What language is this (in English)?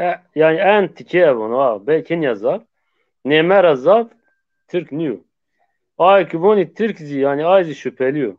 Zaza